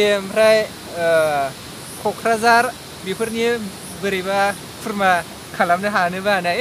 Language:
Bodo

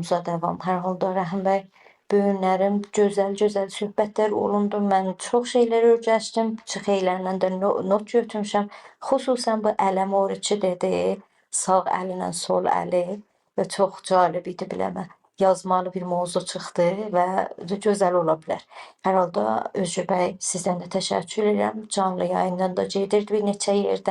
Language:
South Azerbaijani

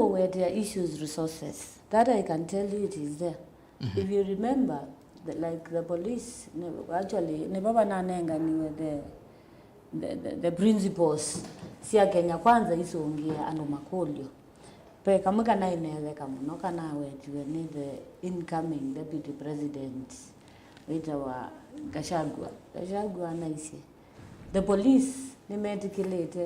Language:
Kamba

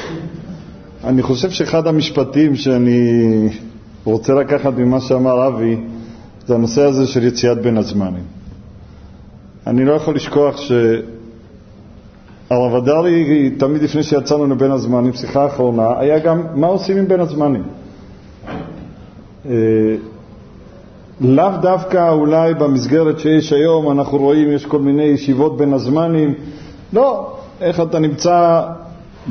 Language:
Hebrew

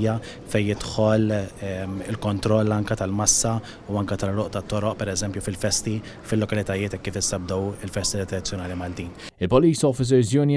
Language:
Maltese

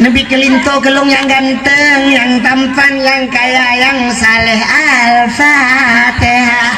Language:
Achinese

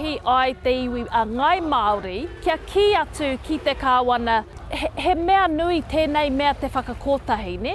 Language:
Māori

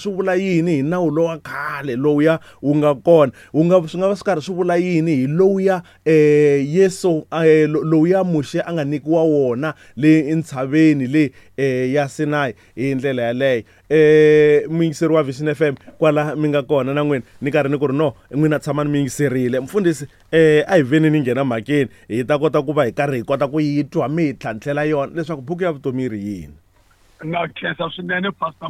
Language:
Tsonga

